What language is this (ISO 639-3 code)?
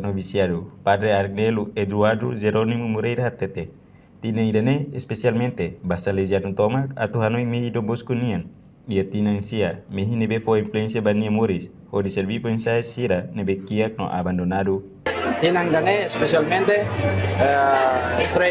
tet